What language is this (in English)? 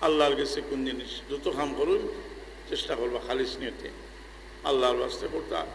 Sylheti